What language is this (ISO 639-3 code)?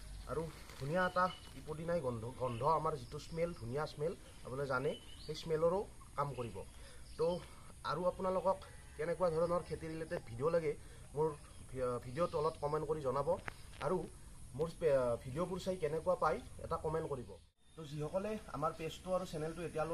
asm